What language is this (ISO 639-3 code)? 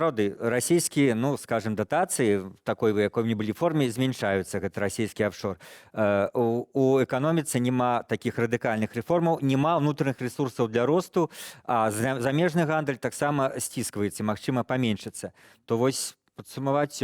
bel